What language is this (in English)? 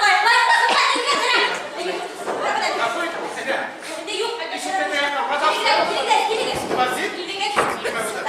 Bashkir